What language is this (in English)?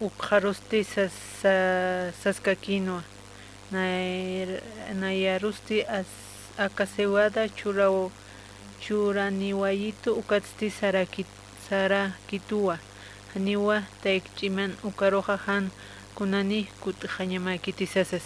Aymara